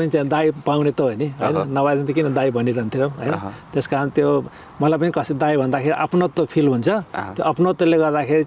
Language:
Nepali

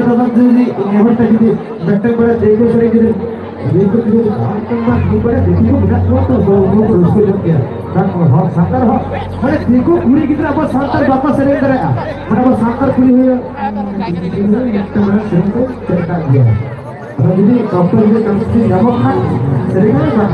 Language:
Santali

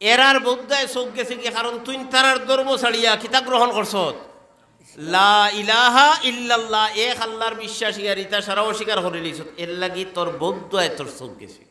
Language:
Sylheti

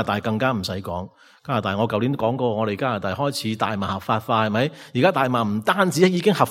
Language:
Cantonese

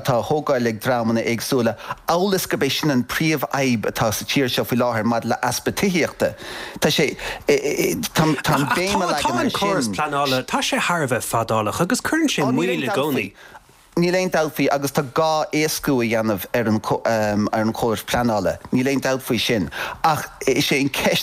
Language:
Irish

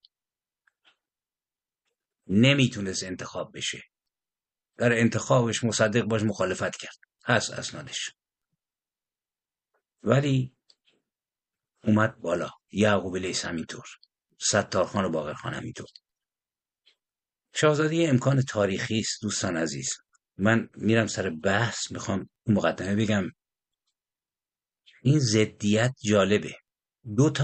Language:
Persian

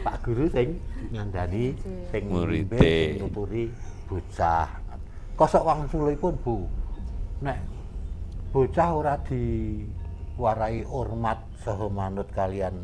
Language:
Javanese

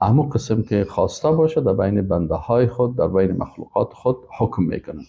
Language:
Persian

